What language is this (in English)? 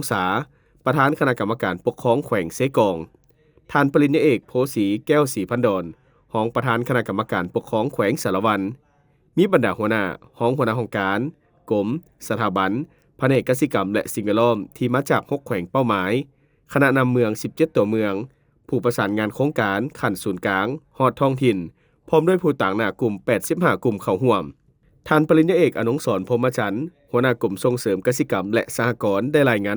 Lao